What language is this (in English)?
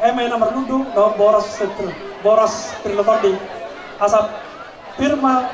Batak Toba